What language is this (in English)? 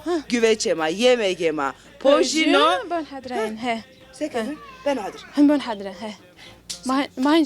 Zaza